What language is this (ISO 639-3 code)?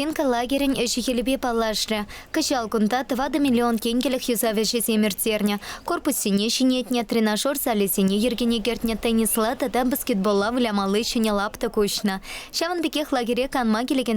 chv